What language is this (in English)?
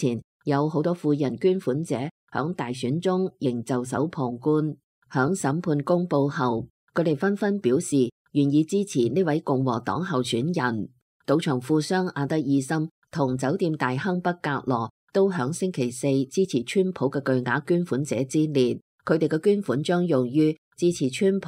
Cantonese